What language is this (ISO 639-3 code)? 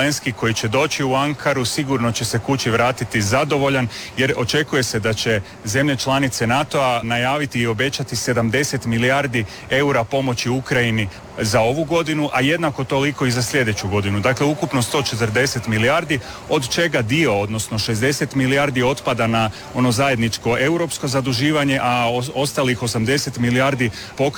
hrv